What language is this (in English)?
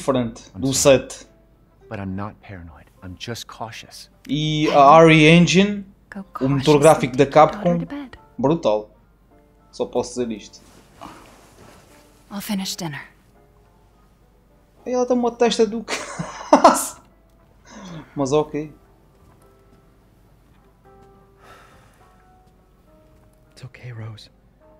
Portuguese